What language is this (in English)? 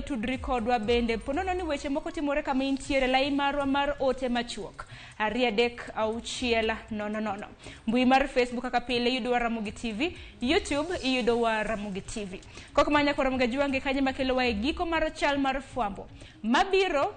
Luo (Kenya and Tanzania)